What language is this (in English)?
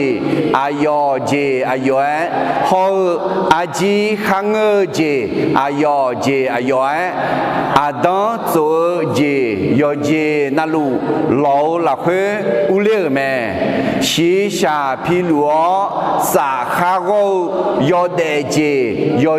Akha